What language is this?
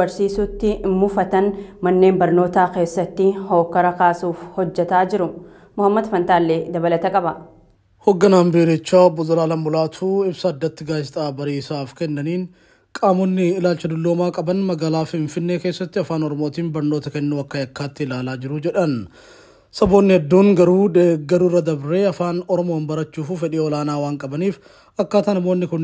Oromo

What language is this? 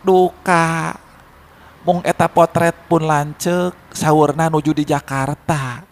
Sundanese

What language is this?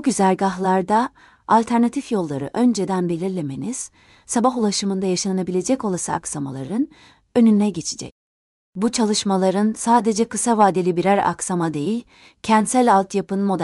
Turkish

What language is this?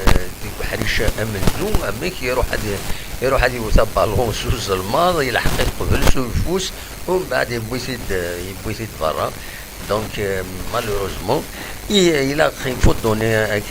Kabyle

